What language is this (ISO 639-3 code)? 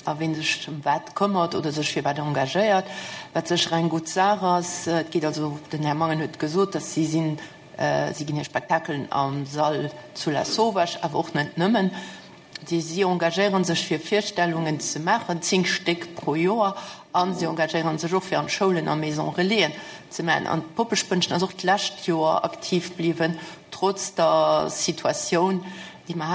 ltz